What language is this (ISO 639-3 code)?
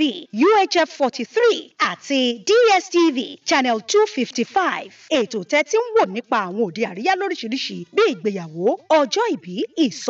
yor